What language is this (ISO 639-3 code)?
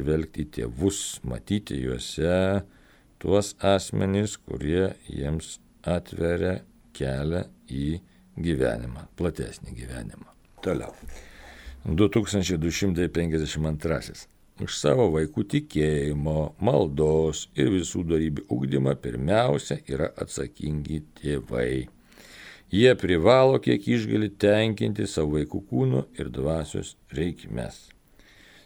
lit